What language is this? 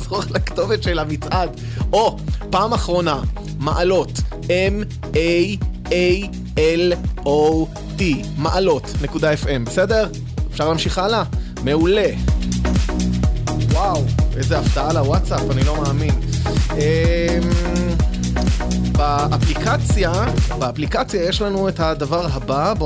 Hebrew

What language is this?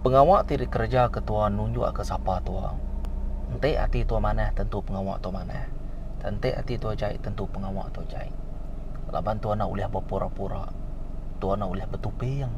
Iban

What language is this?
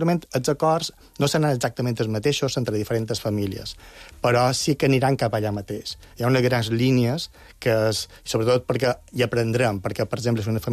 Catalan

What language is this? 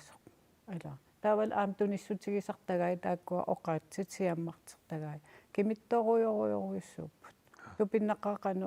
Kalaallisut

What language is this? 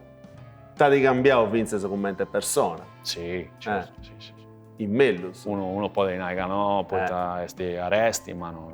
Sardinian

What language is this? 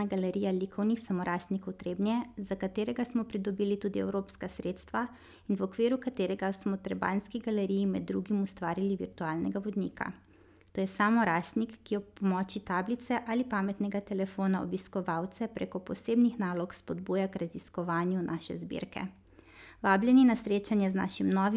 Slovenian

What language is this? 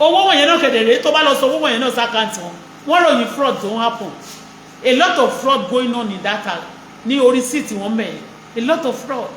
Yoruba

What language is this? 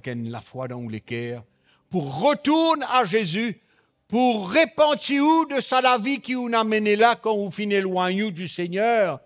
Morisyen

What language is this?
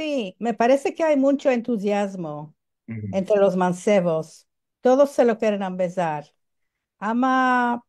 Ladino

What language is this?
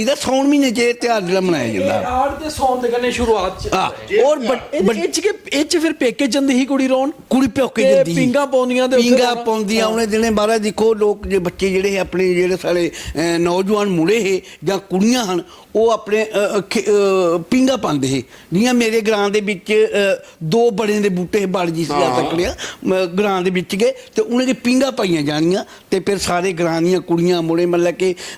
Dogri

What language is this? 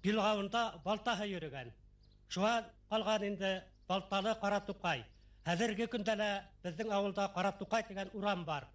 Bashkir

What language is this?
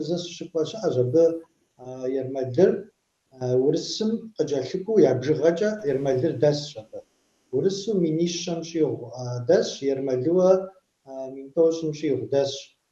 Kabardian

